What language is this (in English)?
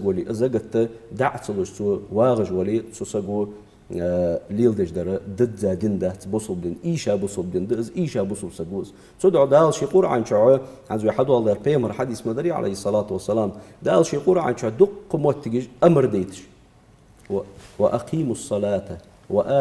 Ingush